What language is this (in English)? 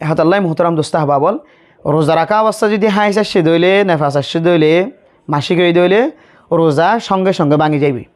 Rohingya